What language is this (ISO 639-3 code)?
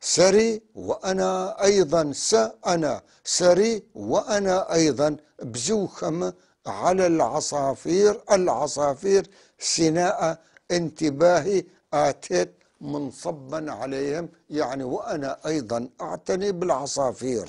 apc